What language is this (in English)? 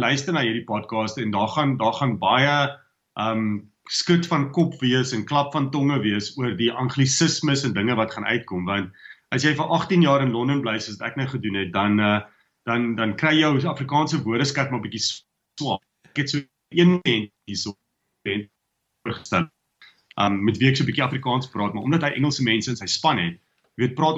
Afrikaans